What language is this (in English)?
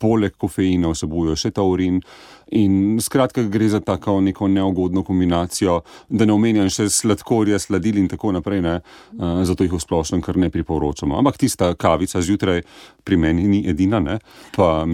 Slovenian